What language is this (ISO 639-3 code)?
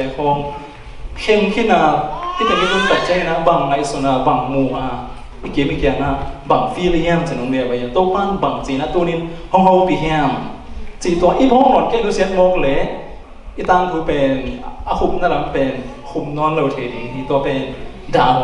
ctd